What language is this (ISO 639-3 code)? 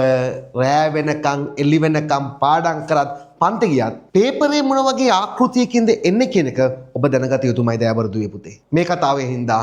sin